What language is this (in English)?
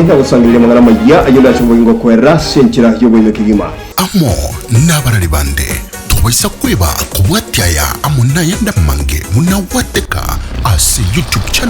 Gusii